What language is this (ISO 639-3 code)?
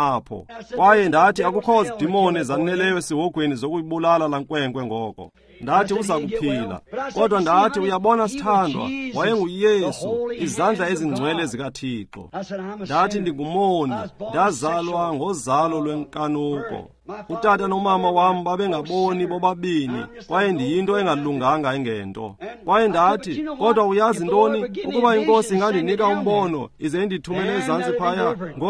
xho